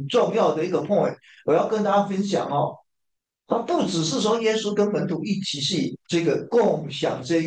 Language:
Chinese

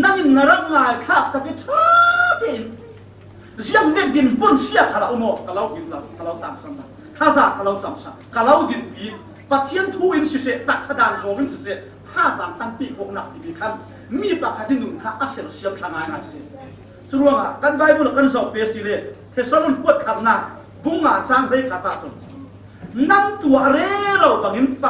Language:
Falam Chin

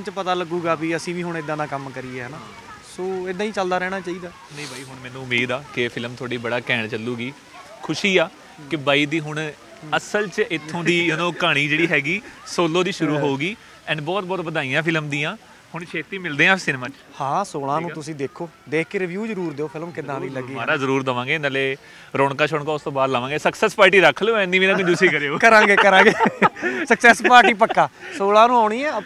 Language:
Punjabi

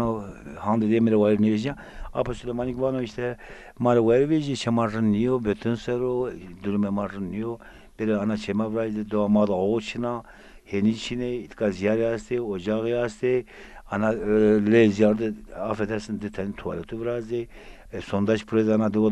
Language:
Zaza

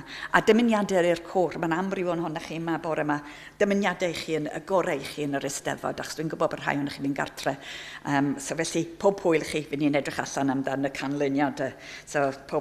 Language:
Welsh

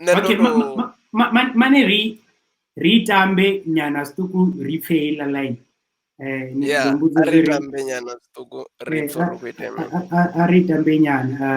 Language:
Venda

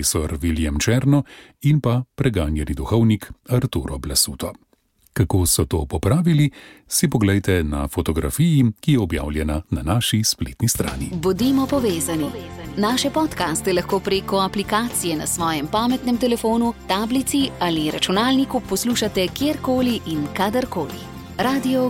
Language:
Slovenian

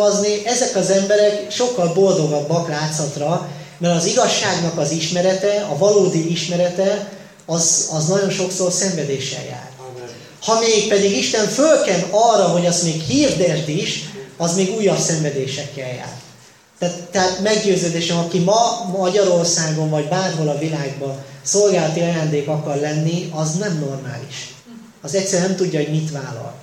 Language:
Hungarian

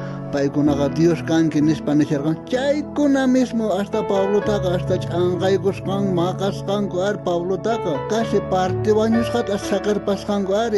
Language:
South Bolivian Quechua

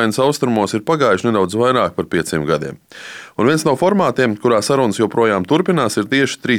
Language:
Latvian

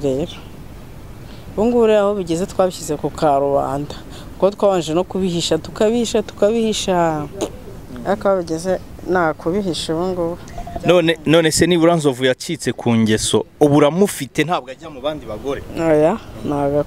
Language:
Kinyarwanda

